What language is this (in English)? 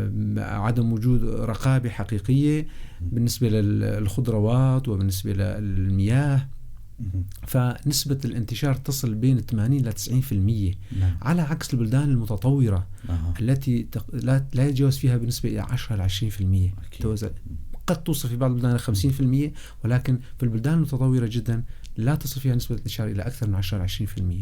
North Levantine Arabic